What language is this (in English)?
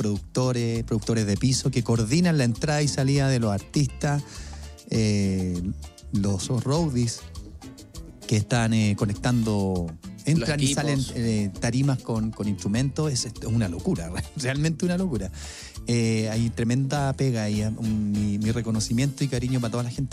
Spanish